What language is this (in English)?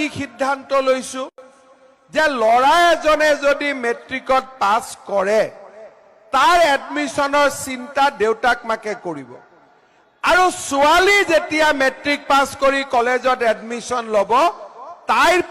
Assamese